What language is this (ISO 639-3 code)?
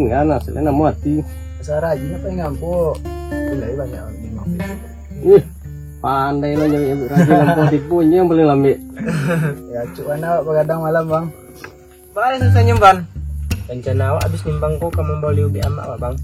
min